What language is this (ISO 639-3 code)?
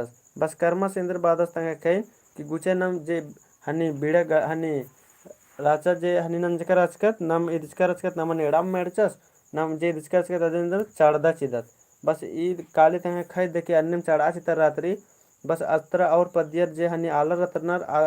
kru